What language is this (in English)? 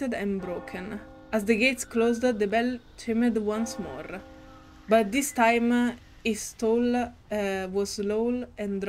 English